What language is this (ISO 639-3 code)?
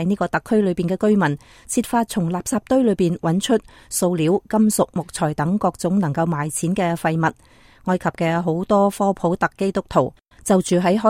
yue